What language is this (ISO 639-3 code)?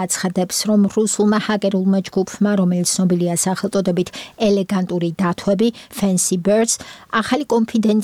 kat